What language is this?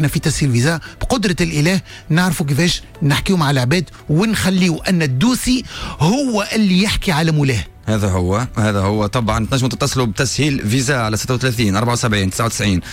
Tunisian Arabic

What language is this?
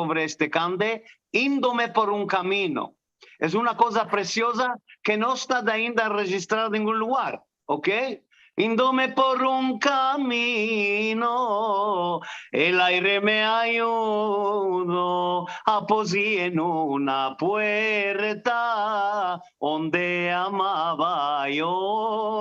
Ladino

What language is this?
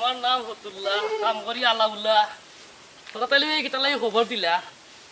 Sylheti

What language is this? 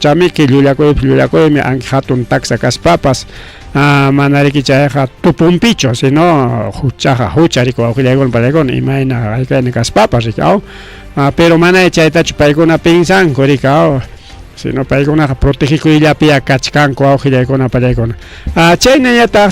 Ayacucho Quechua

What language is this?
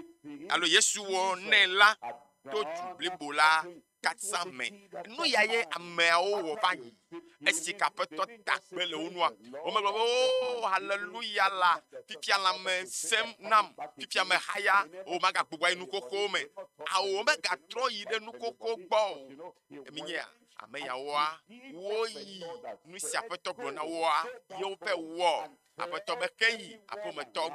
Ewe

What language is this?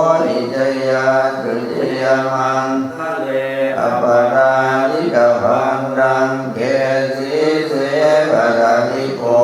Pali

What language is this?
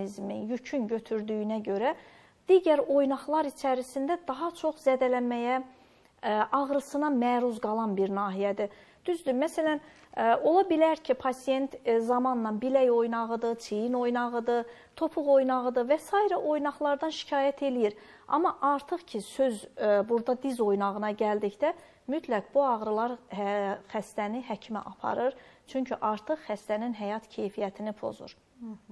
Azerbaijani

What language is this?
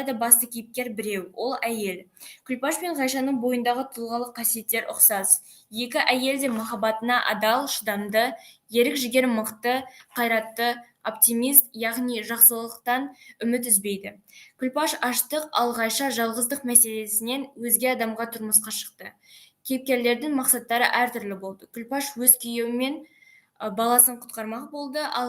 Kazakh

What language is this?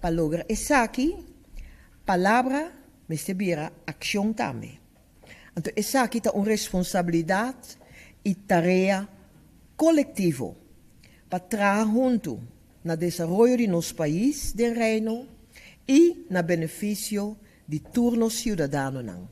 Papiamento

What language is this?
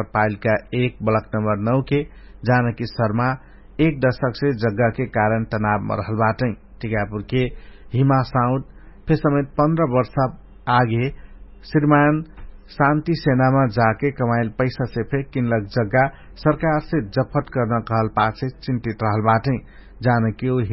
Dangaura Tharu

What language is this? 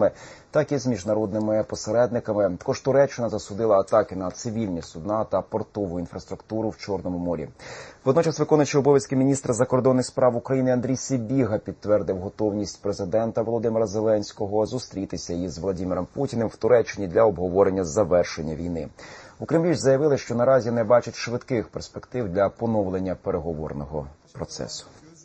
Ukrainian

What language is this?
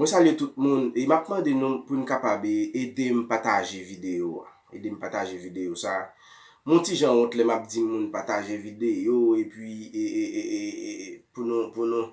Haitian Creole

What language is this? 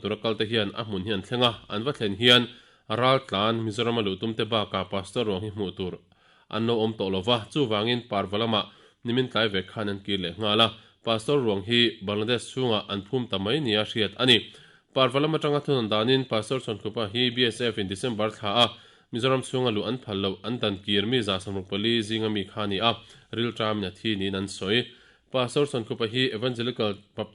Mizo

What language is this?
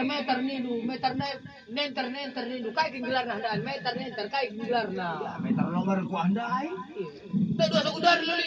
Batak Karo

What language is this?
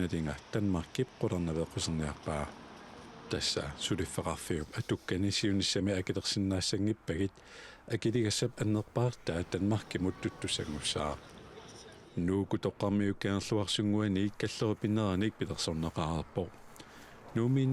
Kalaallisut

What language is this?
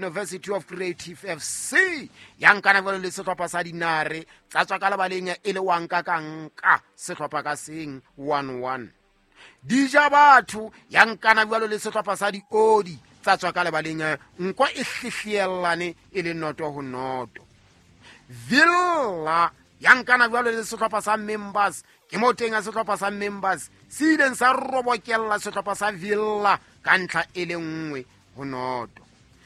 Southern Sotho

